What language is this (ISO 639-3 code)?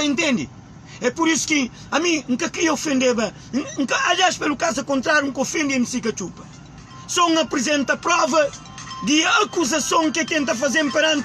kea